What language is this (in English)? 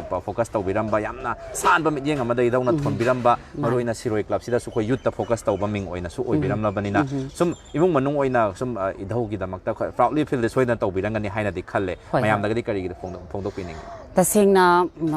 Manipuri